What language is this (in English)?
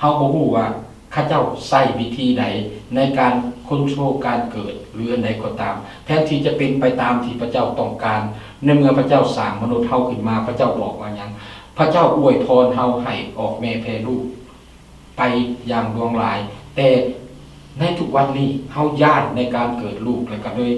Lao